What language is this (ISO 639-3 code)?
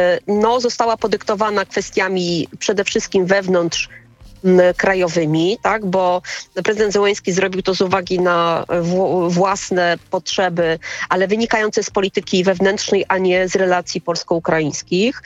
pol